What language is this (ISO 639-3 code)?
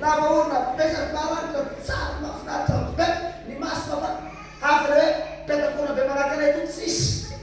mlg